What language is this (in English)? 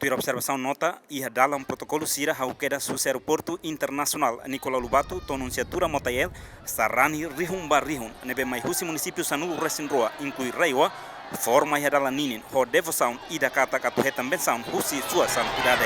Tetum